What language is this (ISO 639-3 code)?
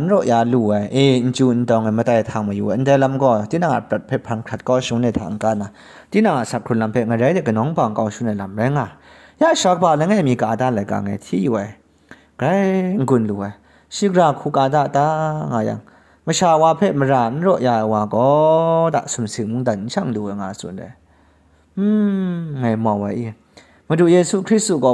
kac